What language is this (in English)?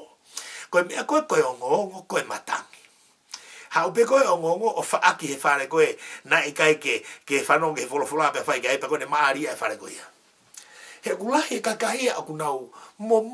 Tongan